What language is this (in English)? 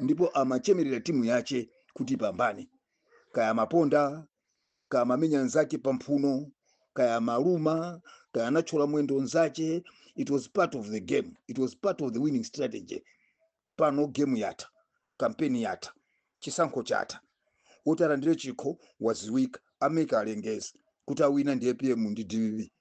Nyanja